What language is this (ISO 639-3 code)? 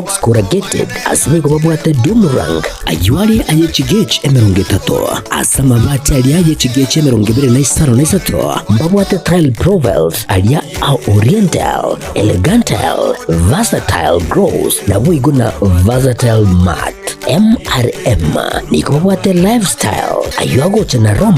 guz